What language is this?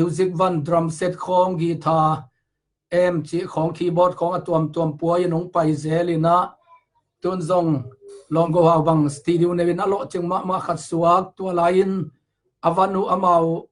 Tedim Chin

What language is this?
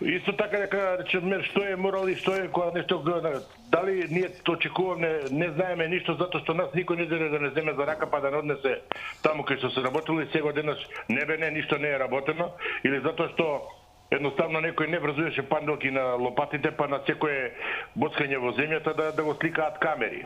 Macedonian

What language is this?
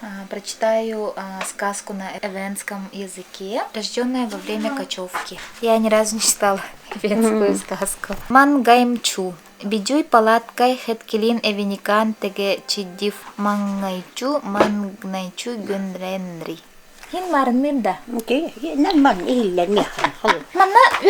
Yakut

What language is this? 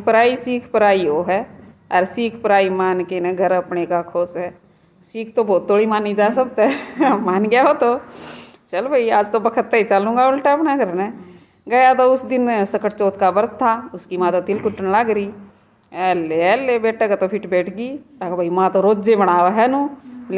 Haryanvi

